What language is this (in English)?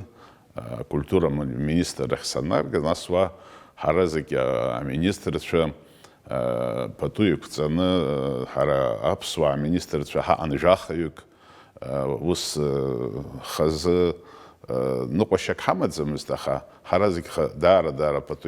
Abkhazian